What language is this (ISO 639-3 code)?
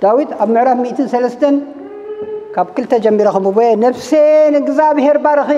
tir